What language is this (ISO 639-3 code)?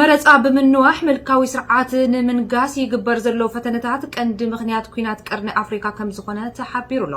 tir